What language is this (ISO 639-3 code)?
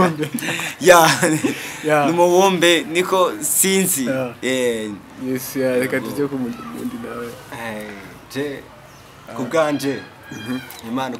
run